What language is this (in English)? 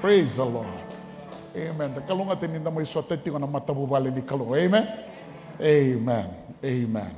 Fijian